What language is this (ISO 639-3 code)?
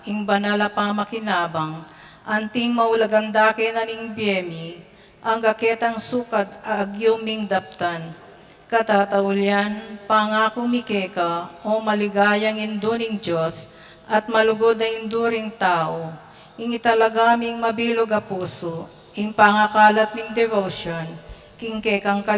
pam